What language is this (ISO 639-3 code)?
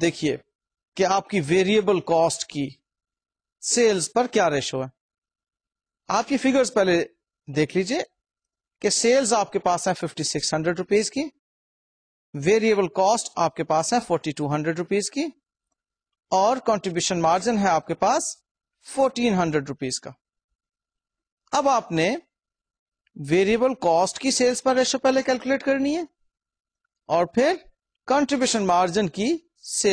urd